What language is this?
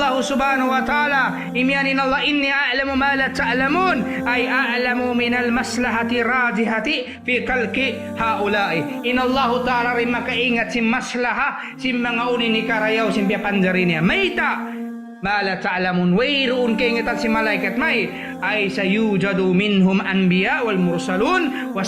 Tausug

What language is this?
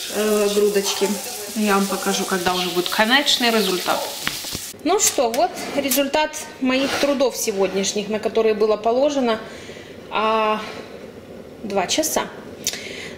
Russian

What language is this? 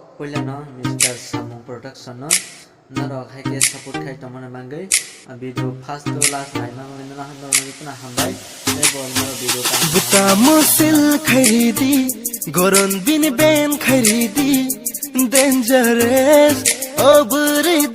Kok Borok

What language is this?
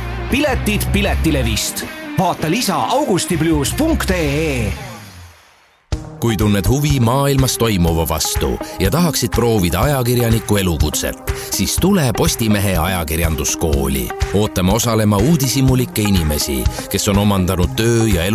Estonian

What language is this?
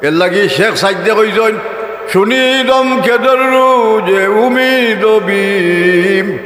Sylheti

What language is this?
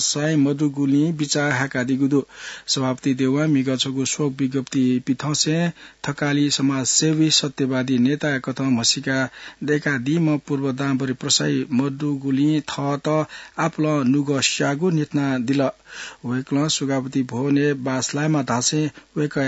Newari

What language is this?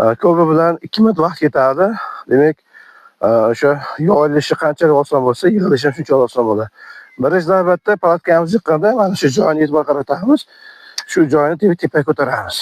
Uzbek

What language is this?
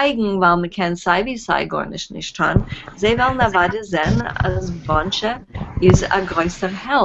Yiddish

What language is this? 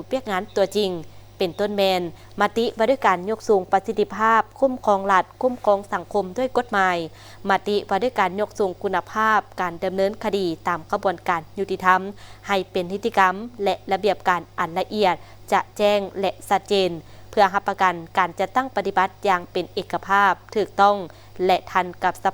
Lao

